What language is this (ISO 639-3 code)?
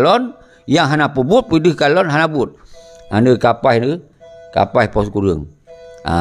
ace